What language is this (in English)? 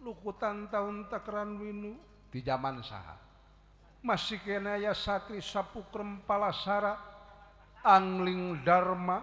Sundanese